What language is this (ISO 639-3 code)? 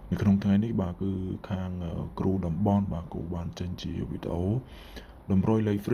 khm